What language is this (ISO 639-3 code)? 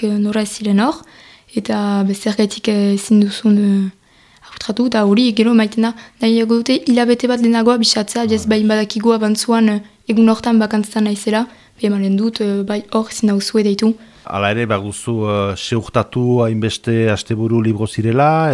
eus